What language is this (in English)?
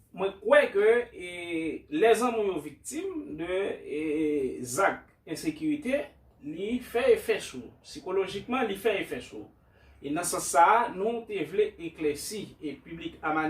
Haitian Creole